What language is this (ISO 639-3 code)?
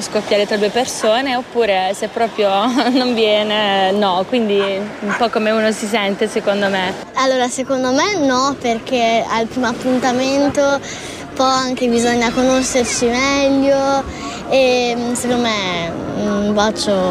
ita